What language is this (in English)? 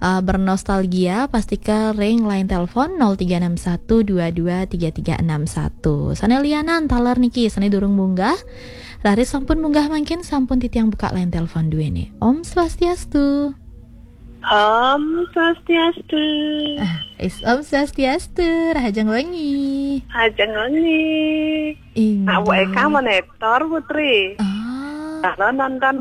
Balinese